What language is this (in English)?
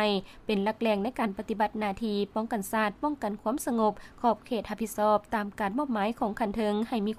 Lao